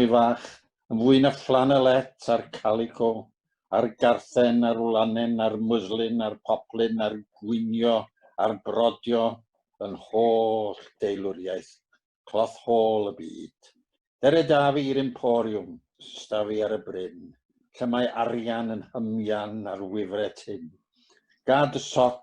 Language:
Welsh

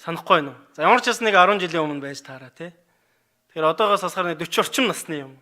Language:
Mongolian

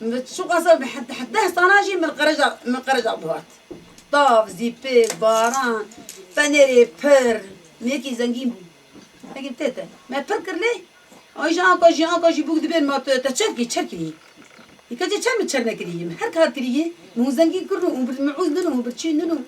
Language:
Kurdish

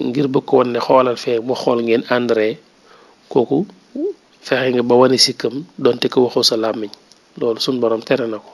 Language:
Wolof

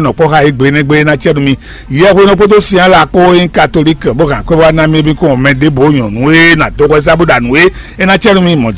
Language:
Fon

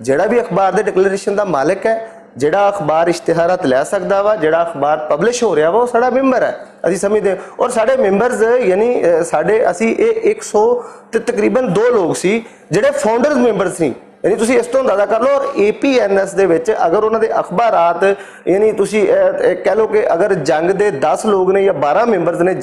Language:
Western Panjabi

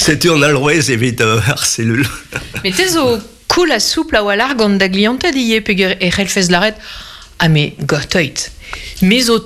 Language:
Breton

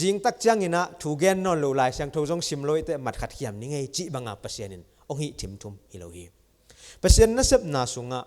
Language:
Tedim Chin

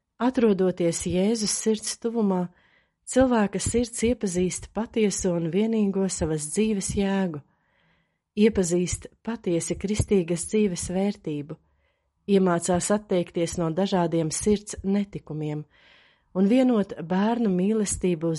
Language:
Latvian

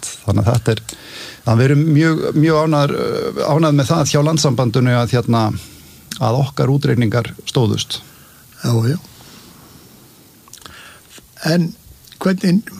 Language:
Icelandic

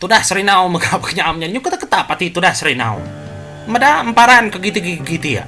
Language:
Iban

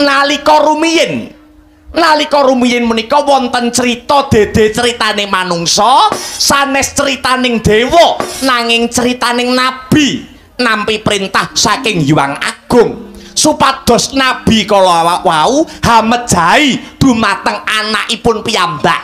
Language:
Javanese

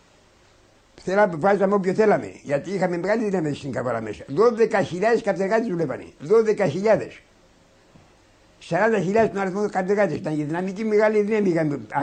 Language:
Greek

